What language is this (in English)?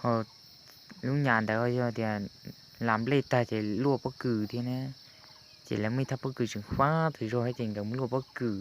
Hmong